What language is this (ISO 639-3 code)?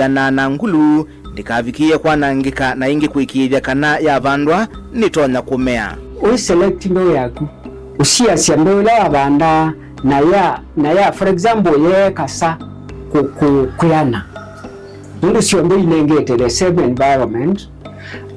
kam